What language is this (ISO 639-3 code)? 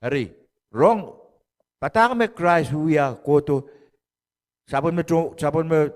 pon